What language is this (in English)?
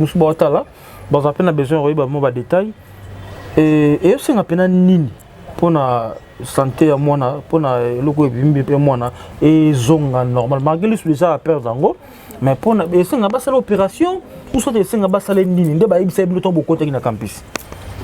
Lingala